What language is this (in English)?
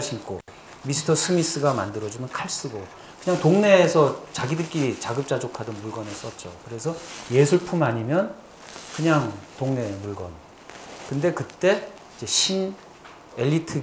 Korean